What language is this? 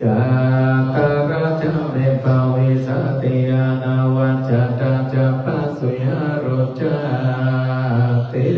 Pali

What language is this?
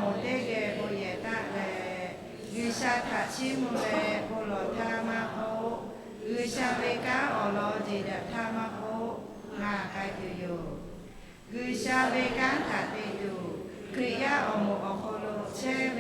Lahu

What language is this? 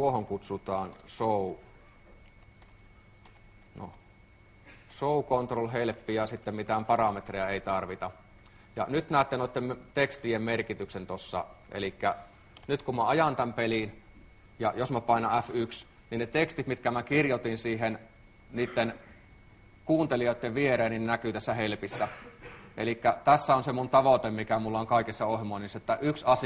Finnish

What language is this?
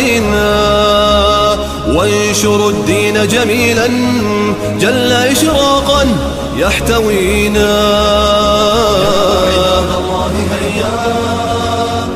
Arabic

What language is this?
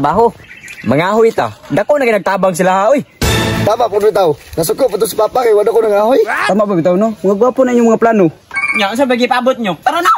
Cebuano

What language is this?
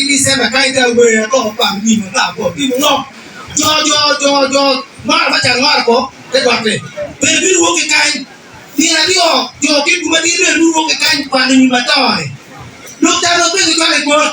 Acoli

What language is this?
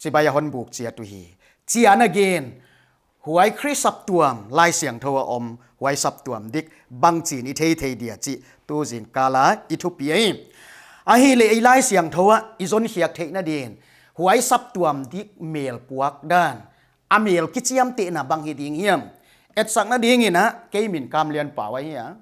Paite Chin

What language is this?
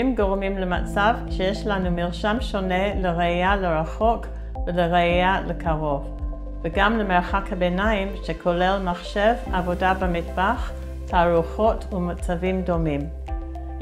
Hebrew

